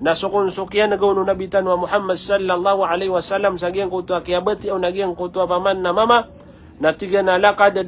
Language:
Maranao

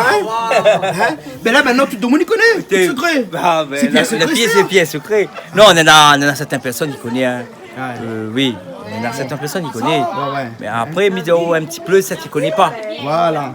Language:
Réunion Creole French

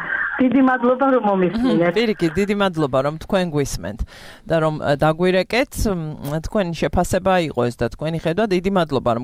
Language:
Georgian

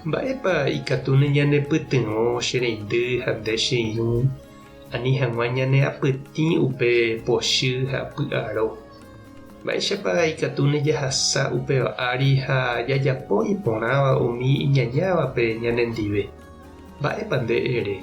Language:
Guarani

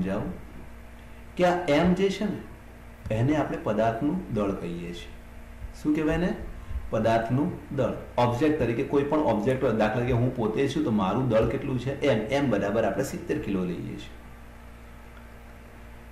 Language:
Gujarati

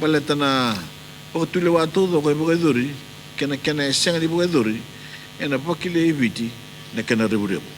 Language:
Fijian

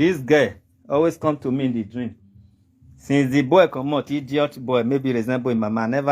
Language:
Nigerian Pidgin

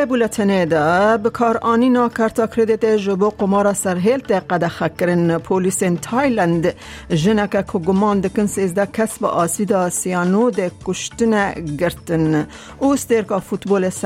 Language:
Kurdish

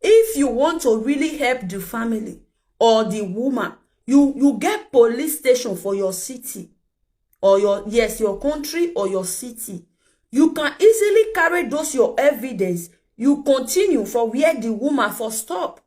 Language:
Nigerian Pidgin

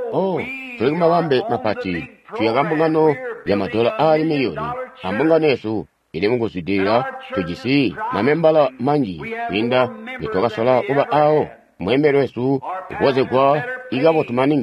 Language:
Tonga (Zambia)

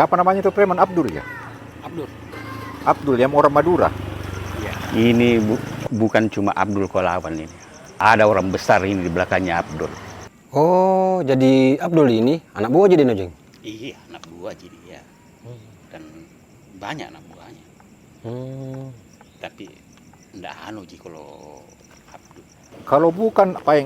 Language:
Makassar Malay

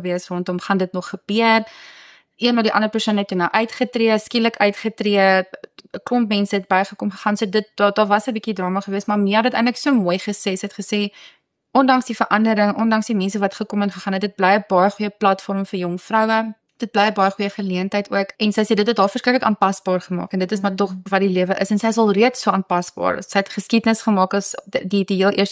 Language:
Afrikaans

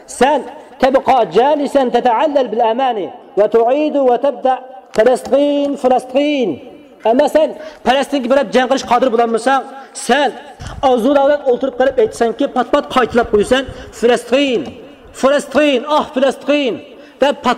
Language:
Uyghur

